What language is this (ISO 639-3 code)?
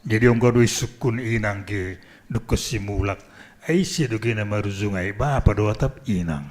bts